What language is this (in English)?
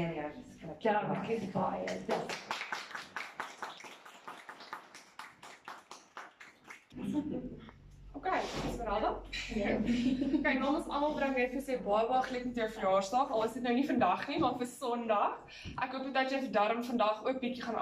Afrikaans